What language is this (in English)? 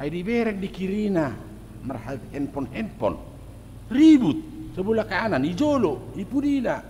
Batak Toba